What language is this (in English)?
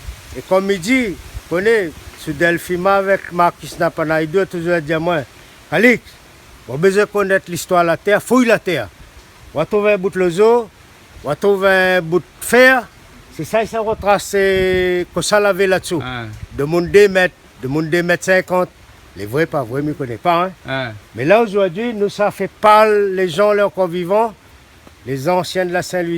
Réunion Creole French